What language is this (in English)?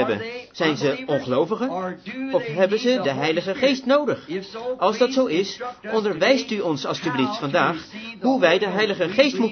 Dutch